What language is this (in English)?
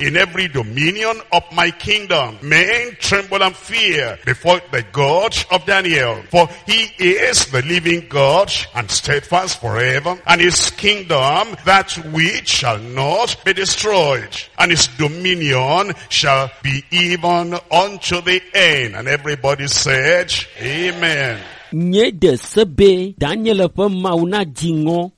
Ewe